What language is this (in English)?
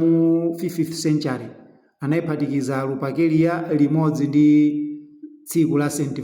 Nyanja